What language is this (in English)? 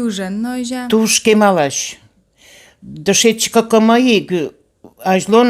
Udmurt